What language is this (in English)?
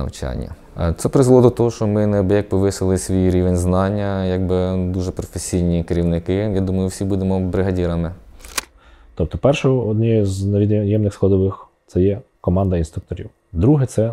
Ukrainian